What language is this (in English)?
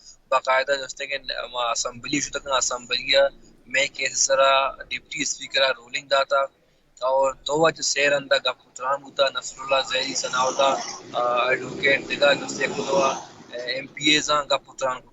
Baluchi